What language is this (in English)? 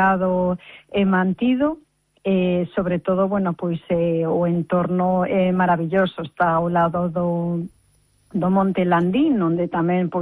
Galician